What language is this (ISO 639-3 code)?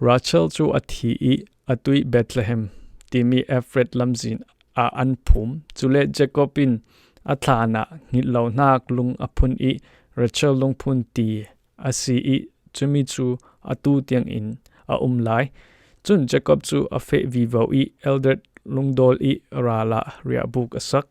cfm